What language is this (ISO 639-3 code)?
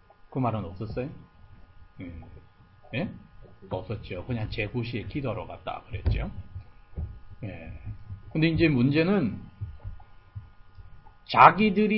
kor